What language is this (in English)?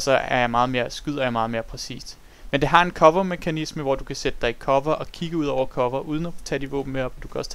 Danish